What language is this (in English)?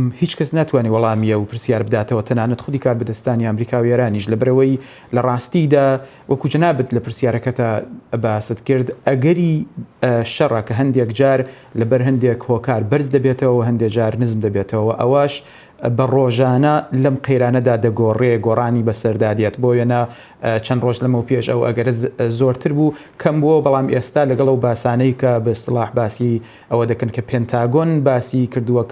Central Kurdish